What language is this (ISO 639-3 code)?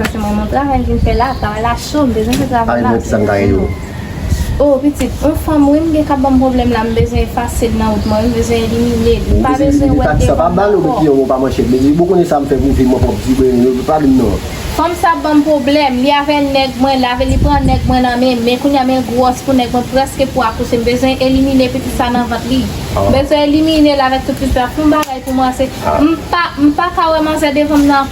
hat